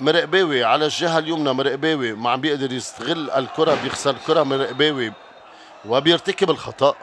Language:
North Levantine Arabic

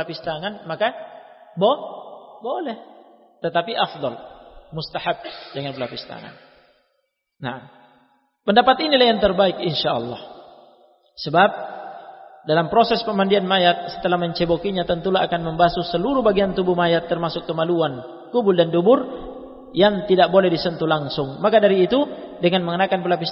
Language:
Indonesian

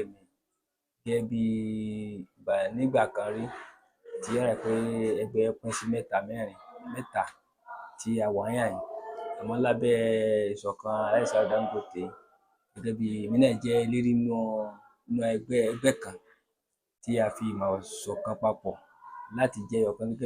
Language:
Yoruba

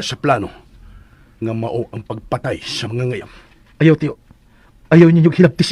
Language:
Cebuano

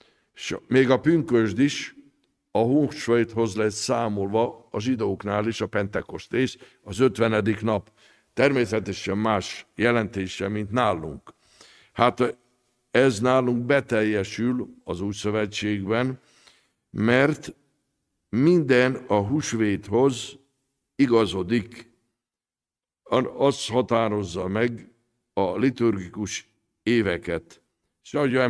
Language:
Hungarian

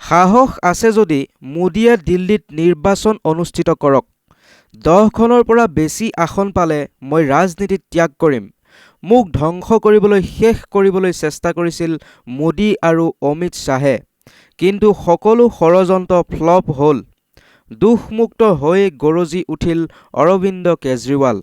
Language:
Assamese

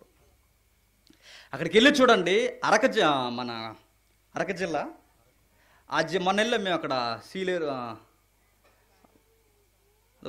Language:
Telugu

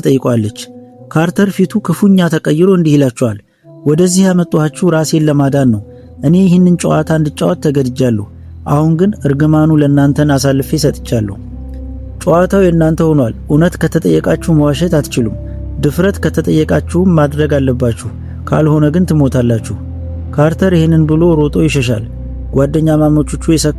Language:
Amharic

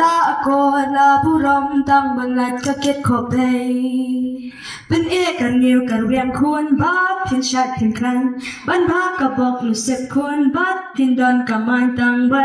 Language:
Khasi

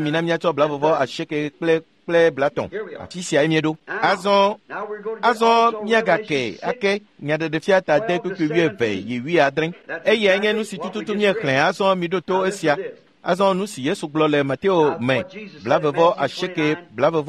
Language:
Ewe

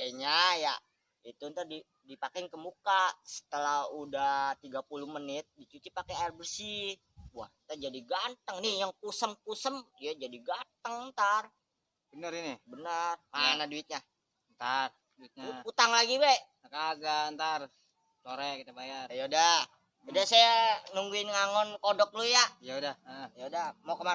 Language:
Betawi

